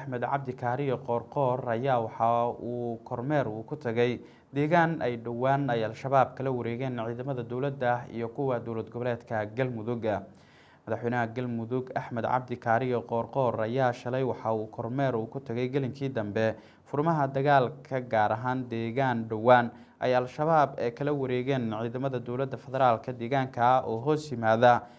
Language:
Somali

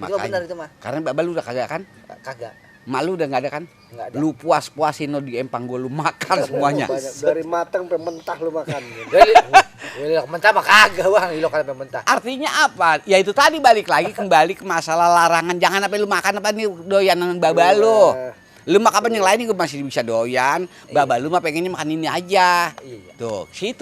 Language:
Betawi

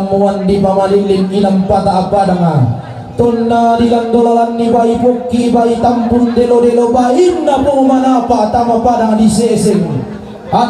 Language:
Toraja-Sa'dan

